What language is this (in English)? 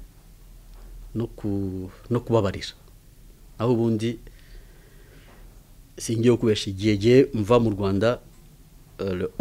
Kinyarwanda